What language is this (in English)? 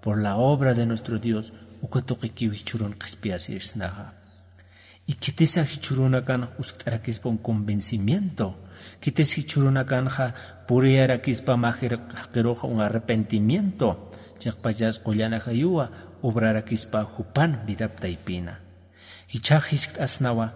Aymara